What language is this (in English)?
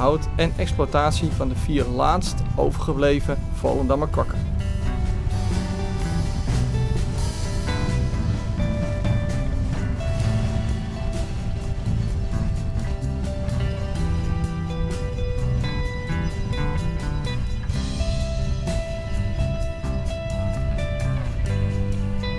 Dutch